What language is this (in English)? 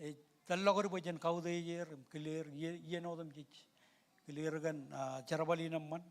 Marshallese